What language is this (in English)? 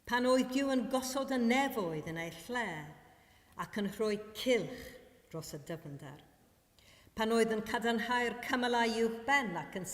Welsh